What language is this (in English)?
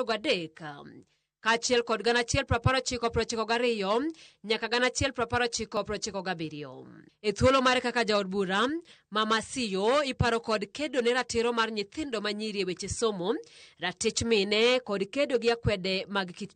Luo (Kenya and Tanzania)